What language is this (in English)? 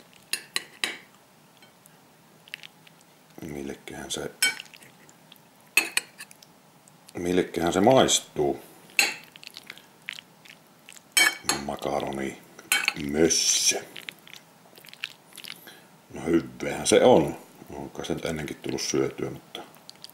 Finnish